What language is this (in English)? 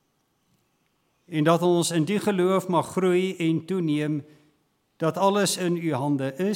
Afrikaans